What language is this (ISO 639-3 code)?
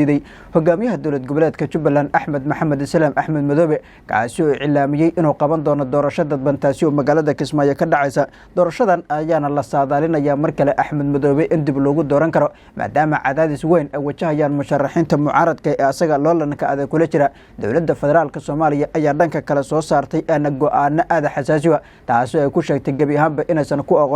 som